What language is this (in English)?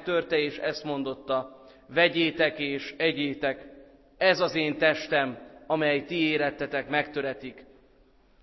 Hungarian